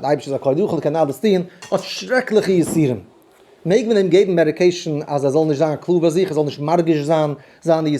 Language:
Yiddish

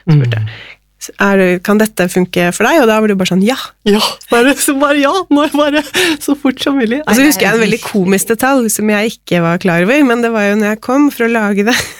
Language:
Norwegian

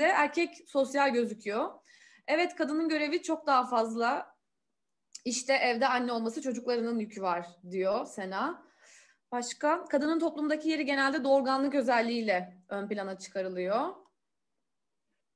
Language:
Turkish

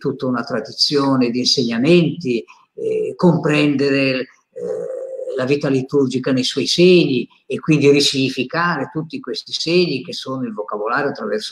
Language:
Italian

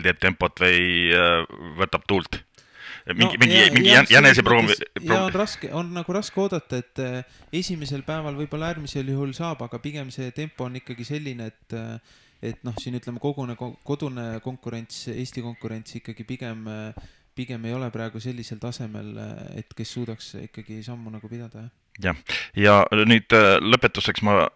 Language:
Estonian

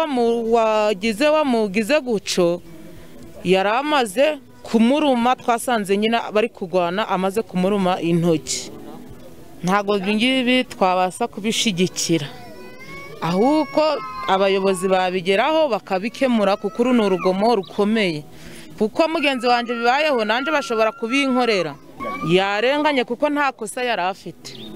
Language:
Kinyarwanda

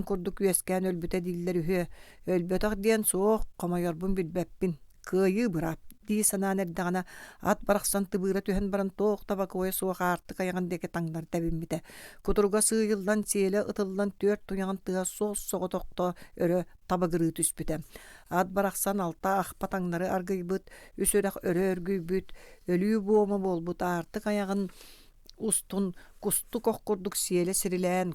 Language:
Yakut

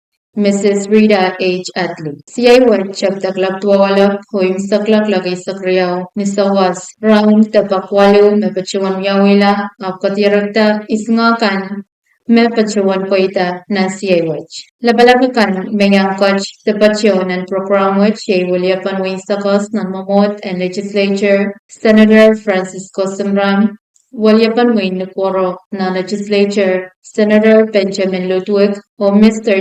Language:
Pohnpeian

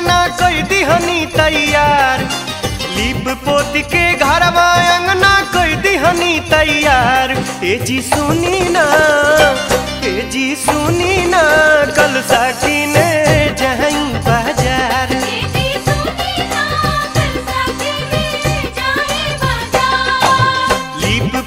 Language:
Bhojpuri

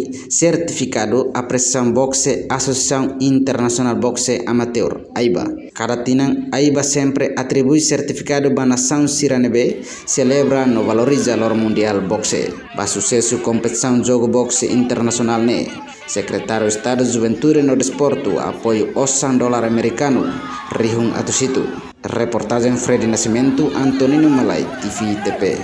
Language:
Tetum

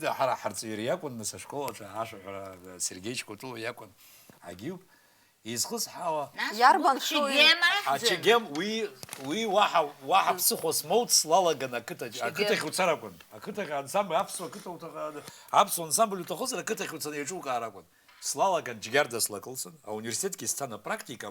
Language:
Abkhazian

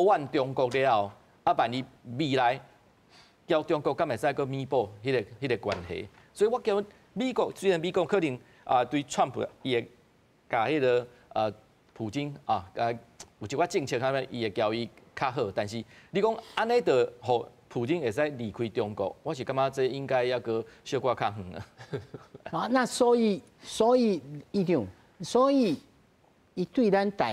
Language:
Min Nan Chinese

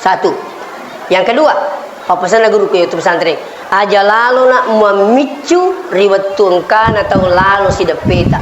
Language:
Buginese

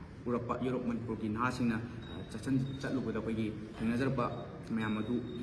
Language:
Manipuri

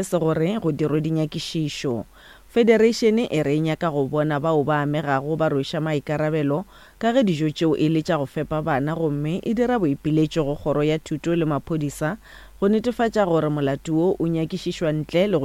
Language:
Northern Sotho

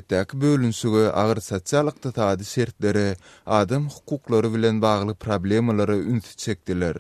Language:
Turkmen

